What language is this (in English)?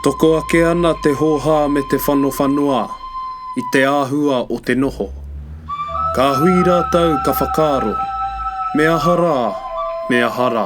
Māori